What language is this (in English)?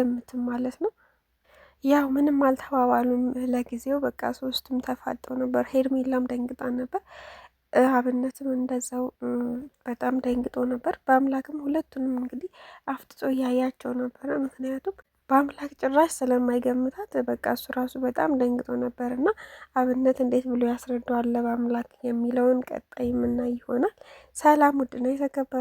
Amharic